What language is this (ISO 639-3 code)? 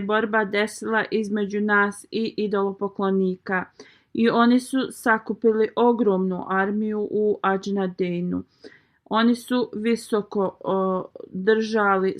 bos